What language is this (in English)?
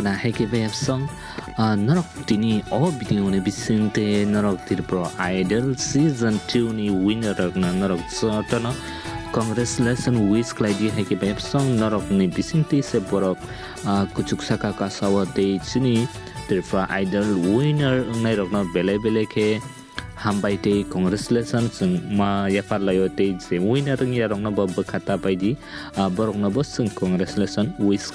Kok Borok